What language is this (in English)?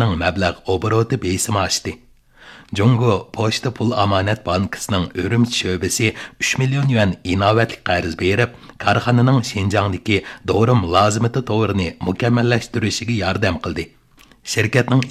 Uyghur